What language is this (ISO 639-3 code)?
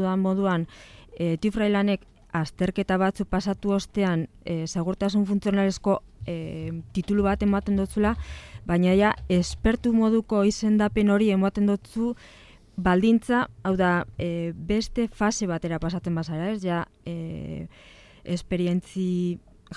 eus